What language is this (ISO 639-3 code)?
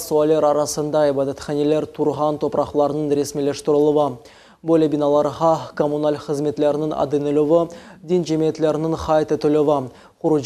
crh